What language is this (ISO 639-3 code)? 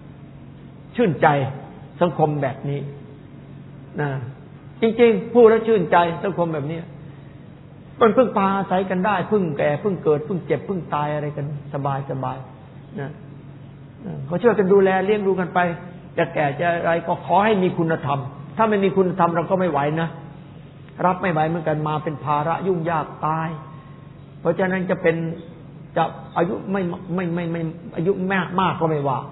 tha